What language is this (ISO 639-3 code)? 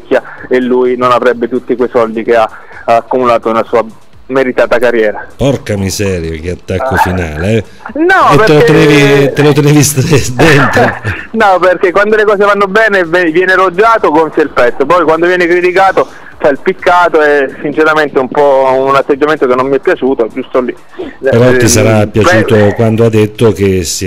ita